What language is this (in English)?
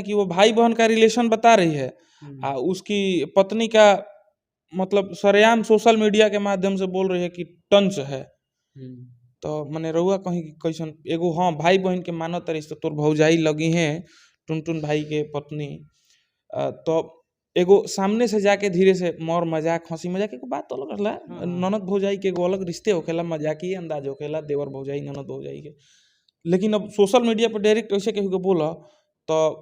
Bhojpuri